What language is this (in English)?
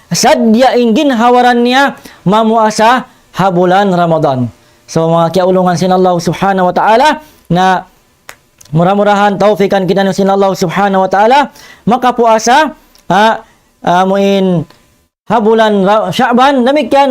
Tausug